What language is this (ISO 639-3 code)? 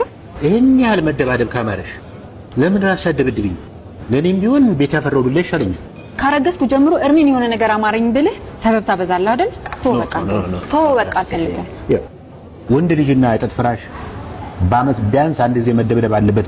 amh